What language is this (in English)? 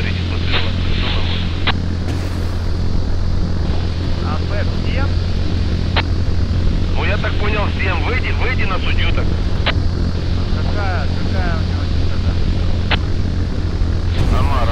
Russian